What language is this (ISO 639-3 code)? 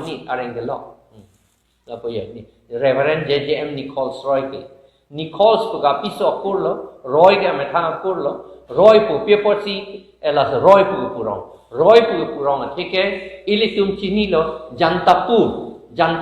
mjw